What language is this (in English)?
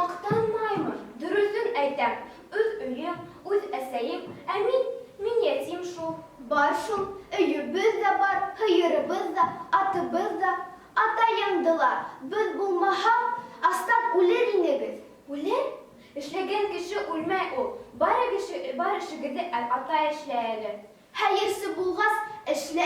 Bashkir